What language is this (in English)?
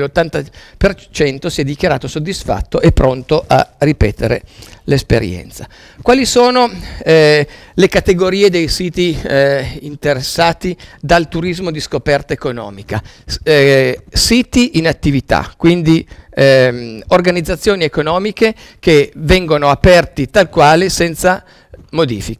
Italian